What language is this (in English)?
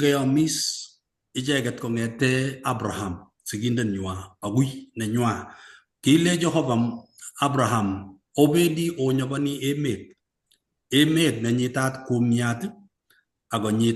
Kalenjin